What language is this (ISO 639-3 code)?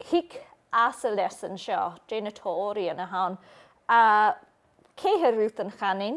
gla